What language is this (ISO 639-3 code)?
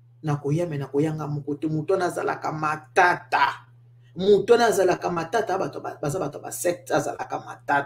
lin